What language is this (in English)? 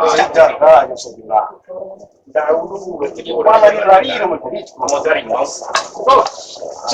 Minangkabau